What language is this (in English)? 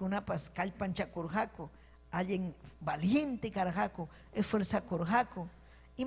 Ayacucho Quechua